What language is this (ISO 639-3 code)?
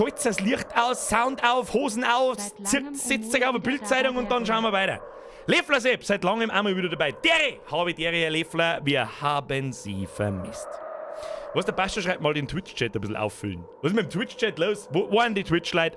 bar